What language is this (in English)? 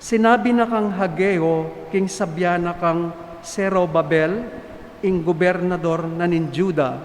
Pampanga